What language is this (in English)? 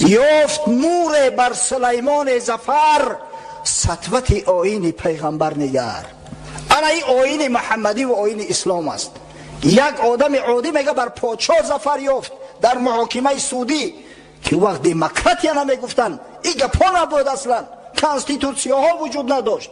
Tajik